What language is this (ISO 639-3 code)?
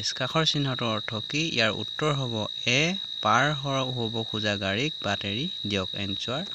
asm